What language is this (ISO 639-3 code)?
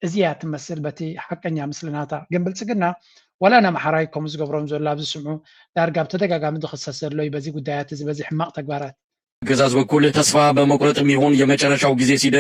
tir